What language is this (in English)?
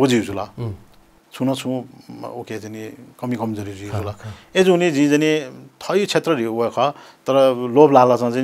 Newari